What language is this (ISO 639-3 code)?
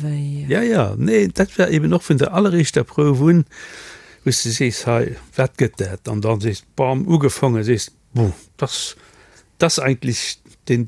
ltz